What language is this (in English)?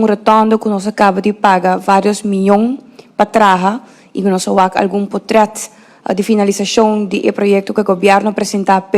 Papiamento